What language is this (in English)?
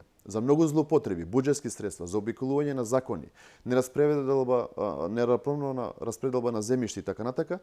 Macedonian